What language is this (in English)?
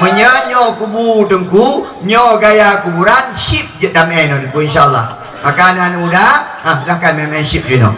Achinese